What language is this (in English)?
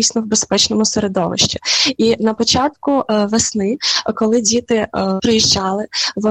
Ukrainian